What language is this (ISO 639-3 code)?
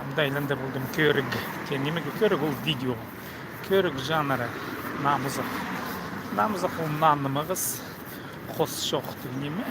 kjh